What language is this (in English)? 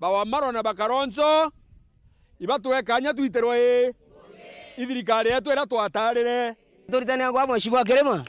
Meru